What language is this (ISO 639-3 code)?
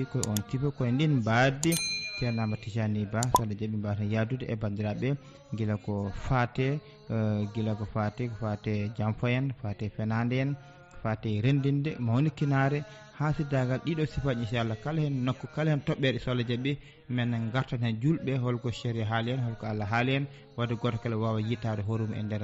ful